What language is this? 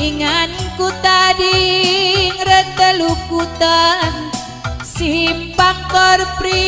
Batak Karo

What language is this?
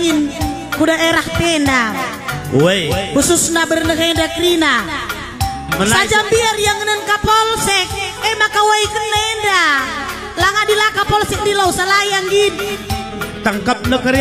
Batak Karo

